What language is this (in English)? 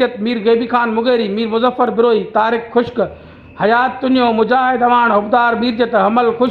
Sindhi